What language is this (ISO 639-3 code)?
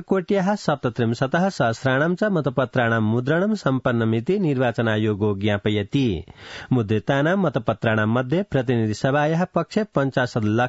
san